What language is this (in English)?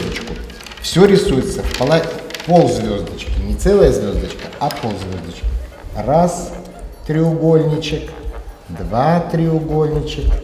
Russian